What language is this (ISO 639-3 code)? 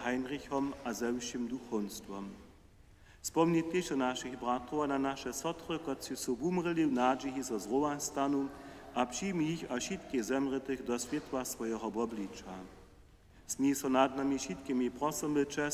hsb